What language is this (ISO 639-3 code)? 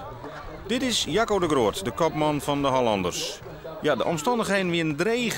fry